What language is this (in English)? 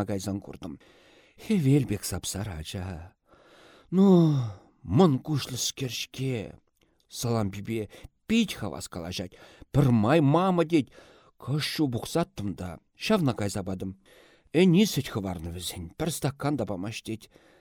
Chuvash